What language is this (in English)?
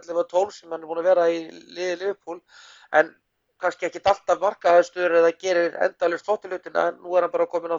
Icelandic